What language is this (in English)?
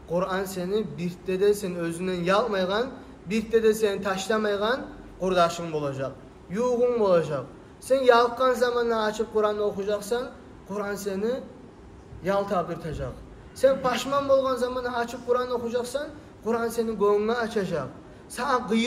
Kumyk